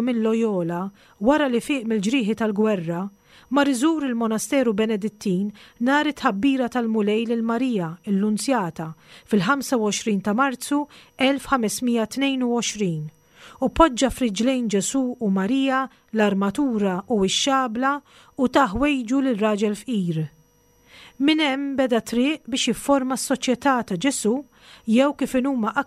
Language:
Maltese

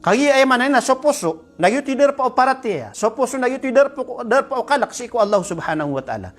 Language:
Maranao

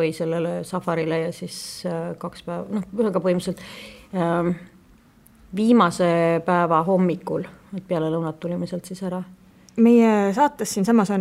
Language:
Estonian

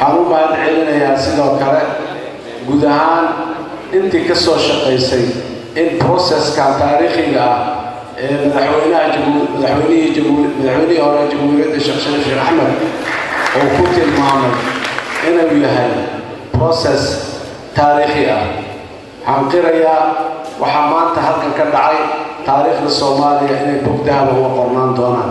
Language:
Somali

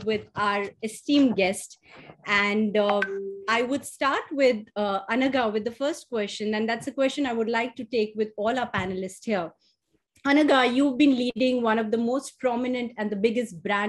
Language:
English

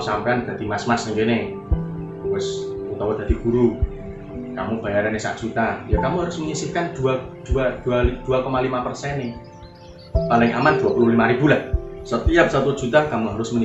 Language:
Javanese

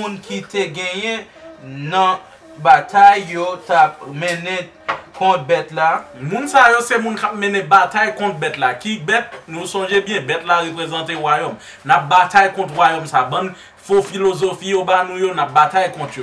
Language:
Haitian Creole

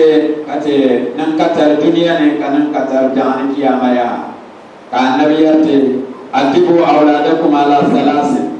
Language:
Dagbani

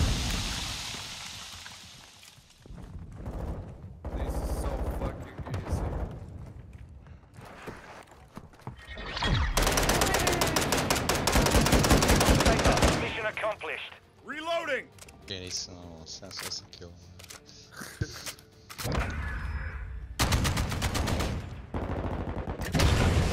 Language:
Croatian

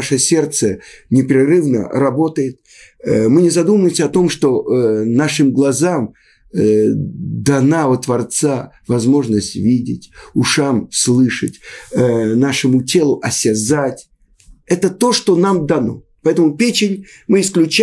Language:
Russian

